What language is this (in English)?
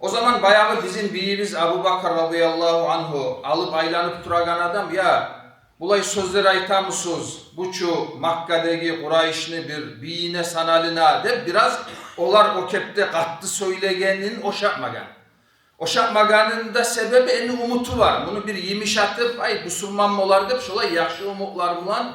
Kumyk